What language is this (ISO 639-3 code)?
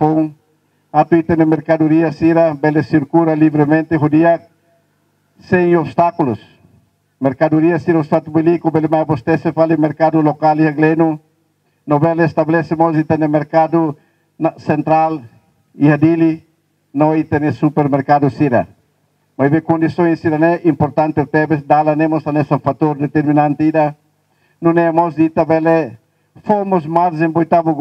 tet